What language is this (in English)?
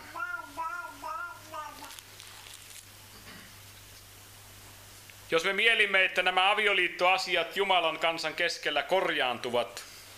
Finnish